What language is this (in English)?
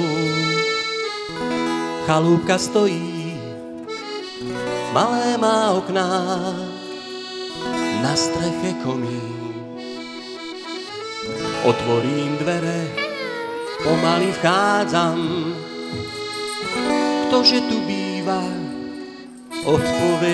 Slovak